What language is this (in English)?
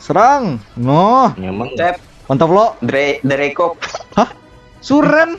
Banjar